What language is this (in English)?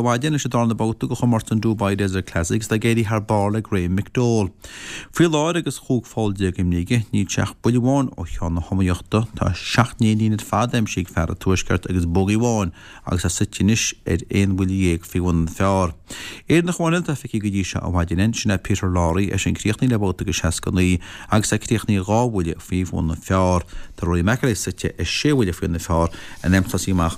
Irish